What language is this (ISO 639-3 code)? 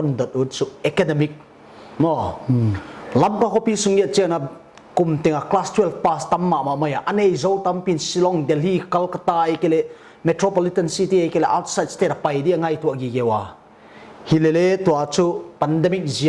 pck